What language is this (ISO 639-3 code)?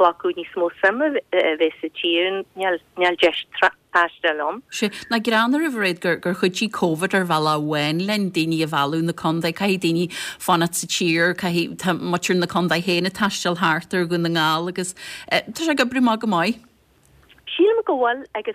gle